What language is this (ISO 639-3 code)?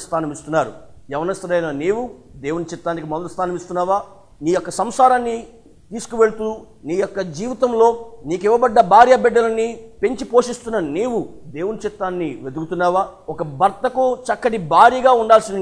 tel